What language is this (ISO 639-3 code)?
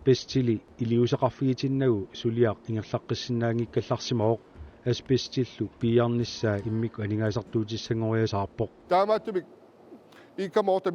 kal